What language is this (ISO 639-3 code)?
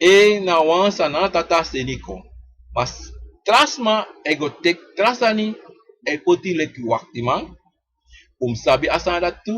srn